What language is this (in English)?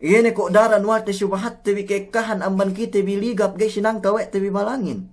Yakan